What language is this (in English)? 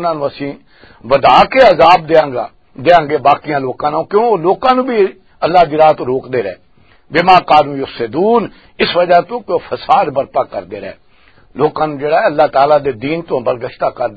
Western Panjabi